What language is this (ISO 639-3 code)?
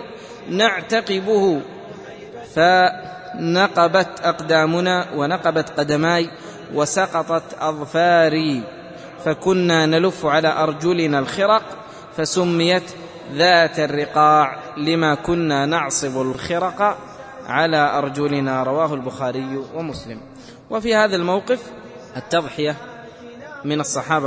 ara